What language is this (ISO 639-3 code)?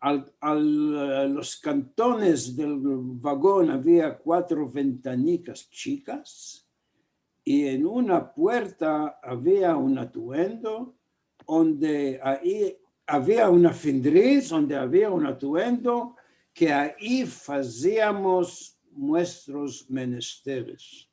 lad